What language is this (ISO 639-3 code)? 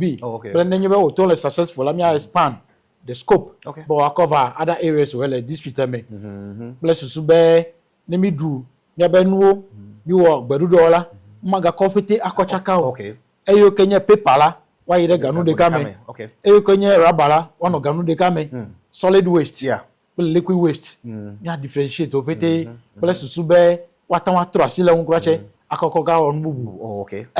ewe